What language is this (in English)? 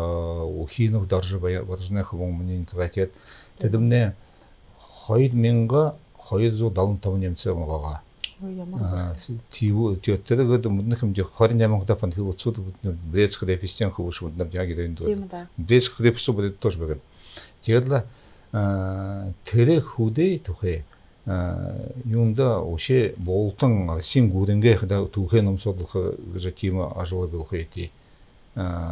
Buriat